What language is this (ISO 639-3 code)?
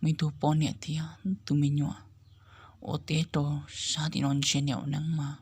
hmn